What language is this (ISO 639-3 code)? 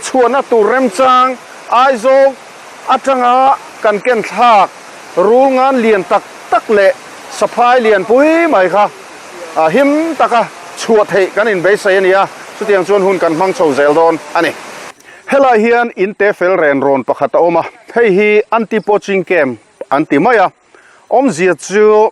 lus